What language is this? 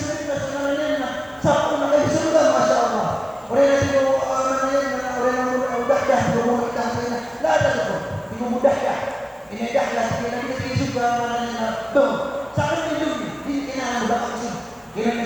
Maranao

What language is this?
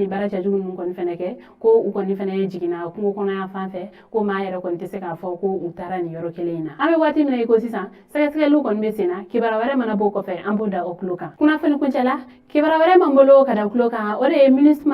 Bambara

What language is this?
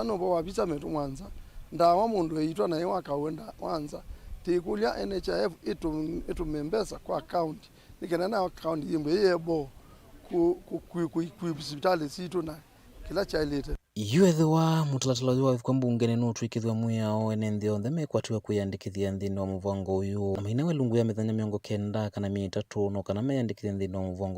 Kamba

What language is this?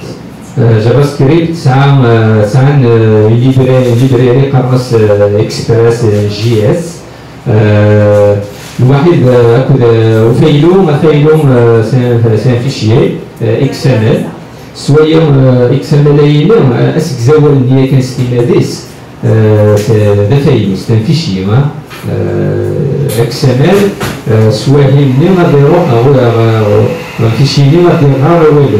Kabyle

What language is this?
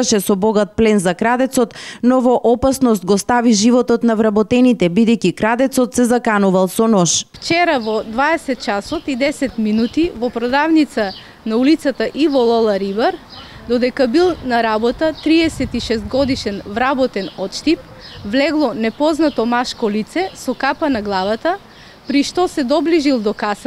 Macedonian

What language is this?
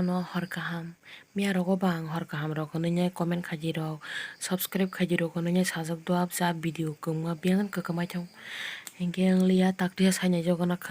Kok Borok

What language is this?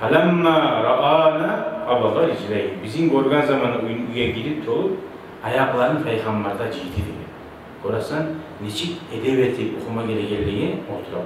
Kumyk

